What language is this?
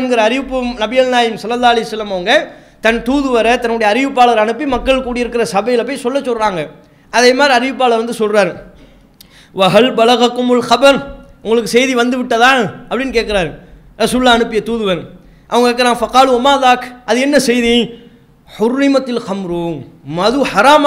Tamil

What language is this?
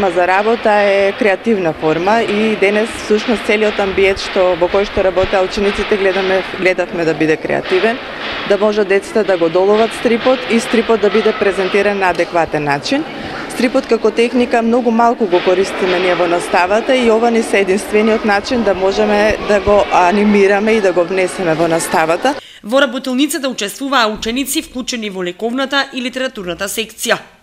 Macedonian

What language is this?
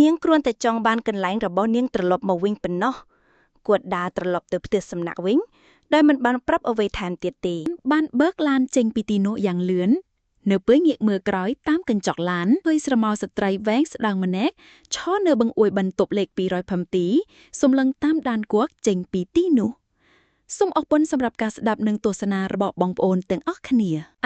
Khmer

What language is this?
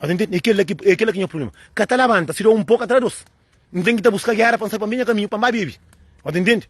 Kabuverdianu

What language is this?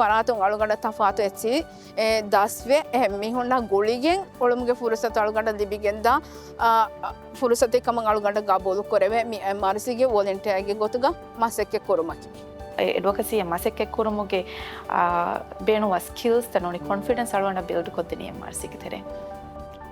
Divehi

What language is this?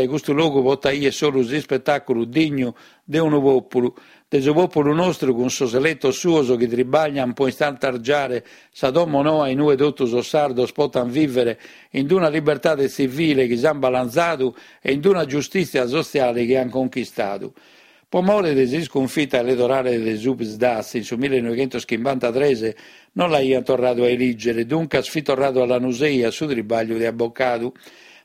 Sardinian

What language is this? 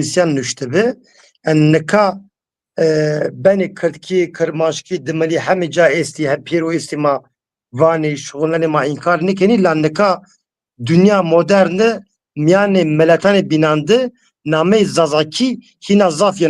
Zaza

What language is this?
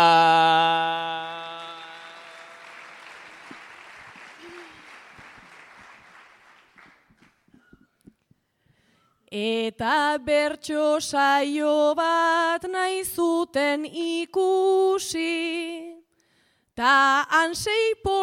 Basque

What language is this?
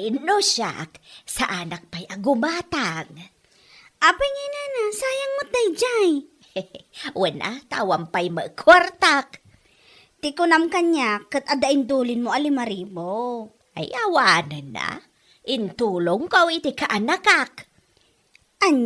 Iloko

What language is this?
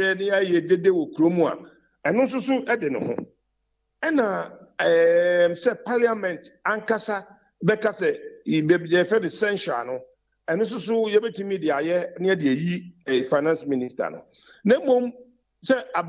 Akan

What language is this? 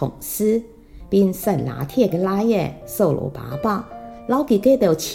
Hakka Chinese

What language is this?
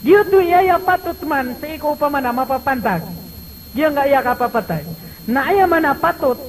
Maranao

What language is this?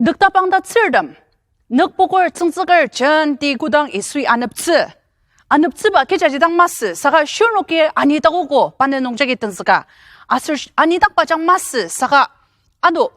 Ao Naga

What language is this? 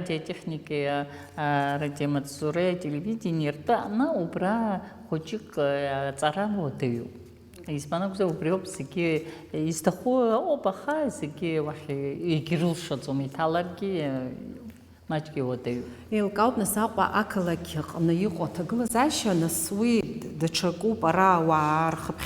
Abkhazian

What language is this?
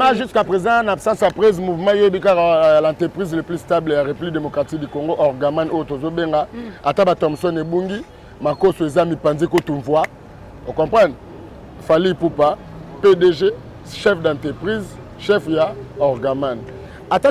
Lingala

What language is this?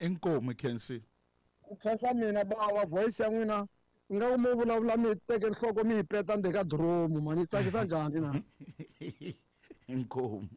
Tsonga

